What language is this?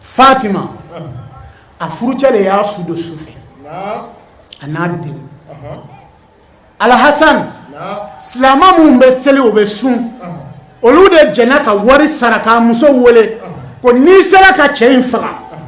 Bambara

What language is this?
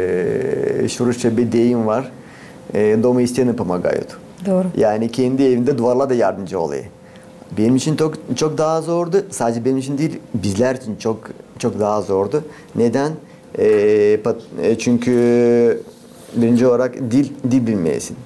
Gagauz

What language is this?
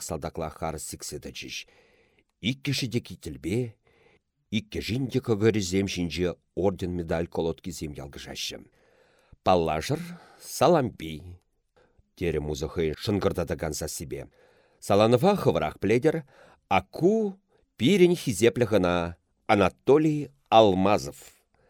Chuvash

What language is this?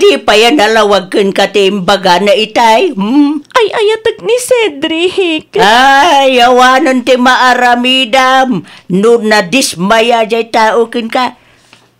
Iloko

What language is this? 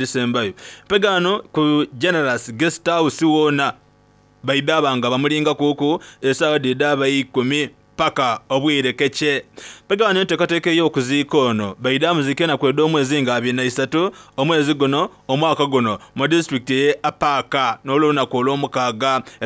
Soga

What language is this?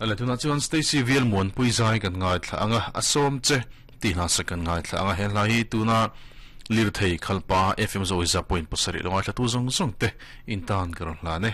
Mizo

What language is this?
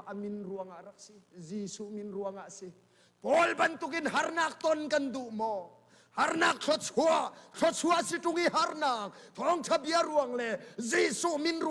Hakha Chin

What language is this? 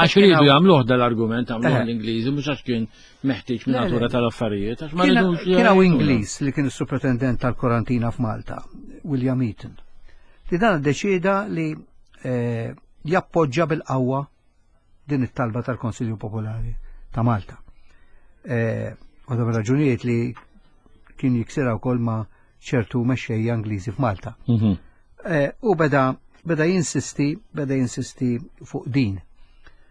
Maltese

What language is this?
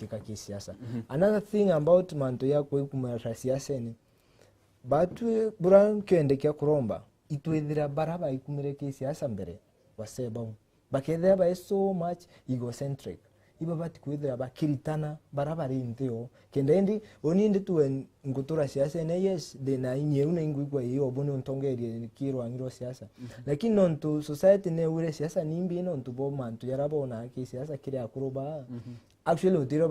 Meru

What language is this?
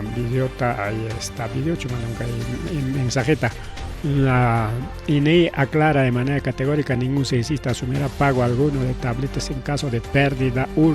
Ayacucho Quechua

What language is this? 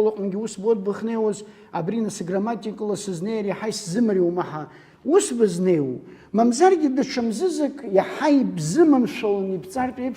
Abkhazian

